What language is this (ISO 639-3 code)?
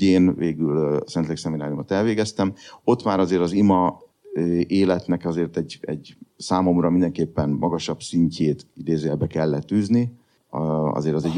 hun